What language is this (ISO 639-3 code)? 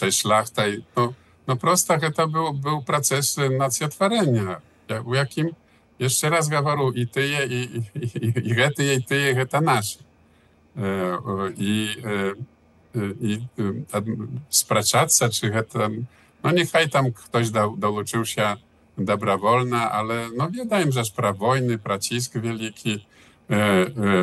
bel